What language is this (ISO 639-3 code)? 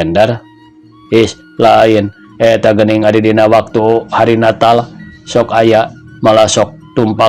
sun